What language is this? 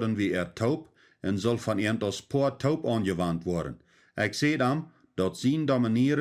Plautdietsch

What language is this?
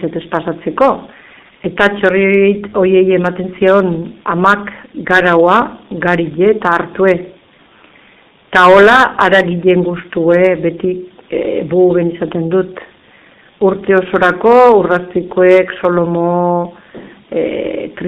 Basque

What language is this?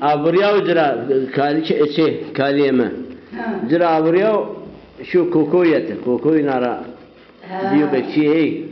Zaza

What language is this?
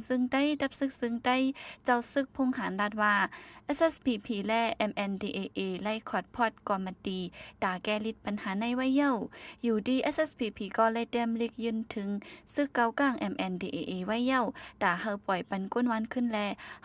Shan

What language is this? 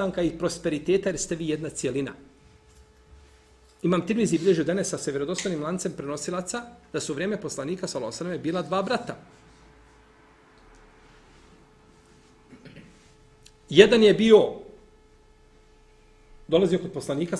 Bosnian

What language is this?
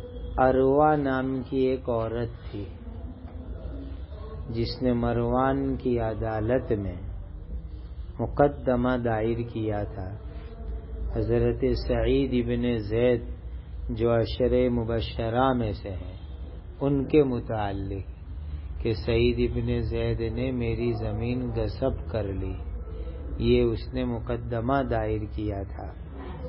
Urdu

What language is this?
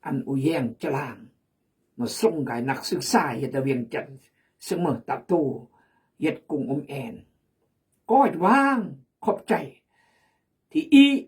Khmu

